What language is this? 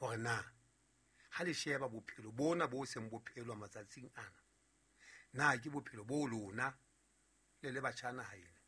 Southern Sotho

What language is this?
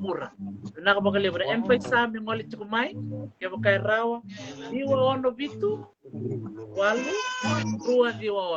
Fijian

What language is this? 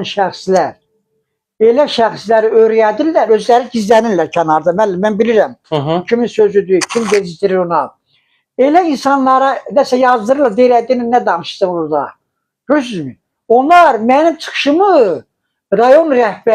Azerbaijani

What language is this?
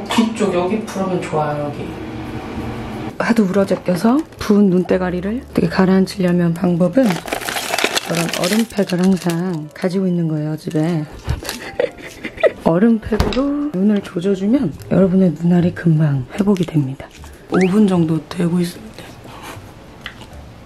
Korean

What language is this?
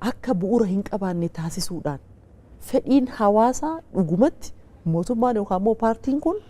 Oromo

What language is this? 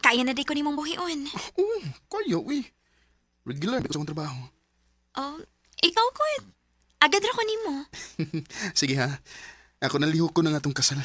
Cebuano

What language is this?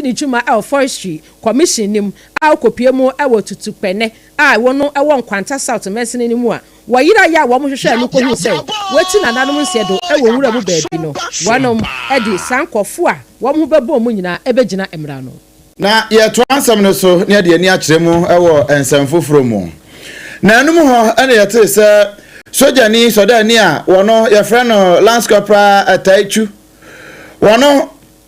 Akan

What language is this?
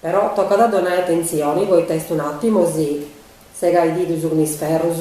Sardinian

